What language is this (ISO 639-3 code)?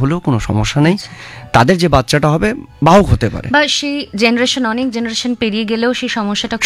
ben